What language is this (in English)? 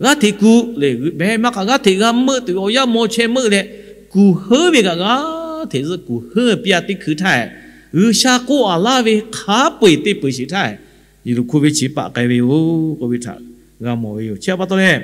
Lahu